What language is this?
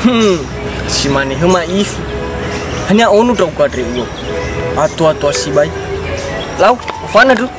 Nias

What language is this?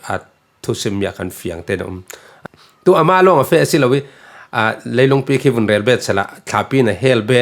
Falam Chin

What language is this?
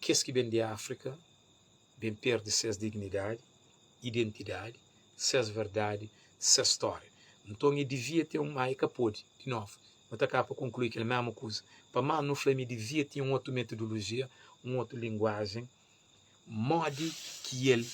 Kabuverdianu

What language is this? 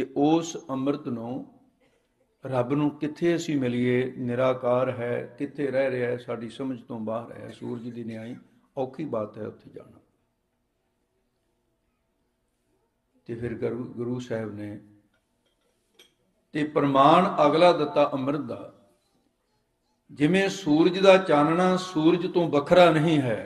Punjabi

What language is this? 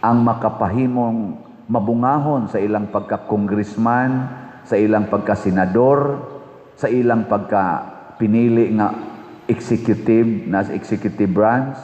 Cebuano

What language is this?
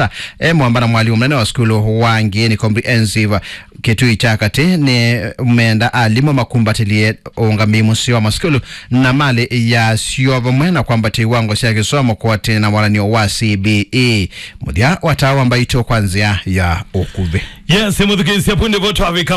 Kamba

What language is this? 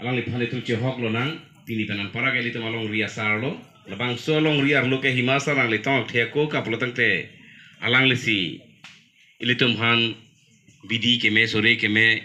Karbi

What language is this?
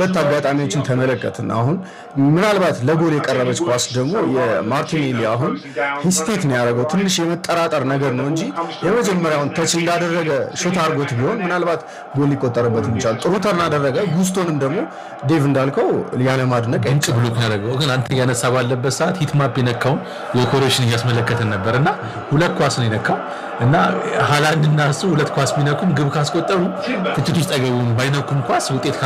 Amharic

